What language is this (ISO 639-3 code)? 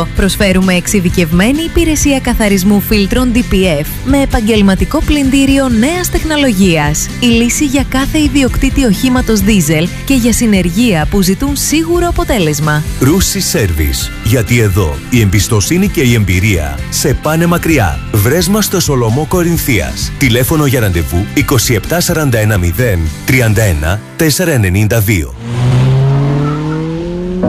ell